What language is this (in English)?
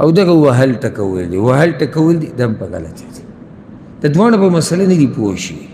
Pashto